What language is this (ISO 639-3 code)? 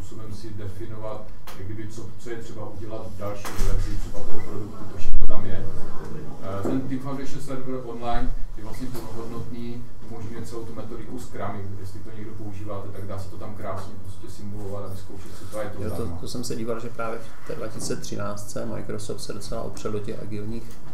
ces